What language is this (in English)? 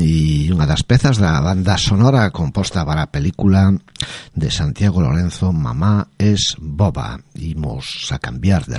Galician